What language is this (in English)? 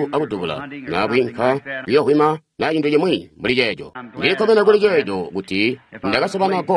Tonga (Zambia)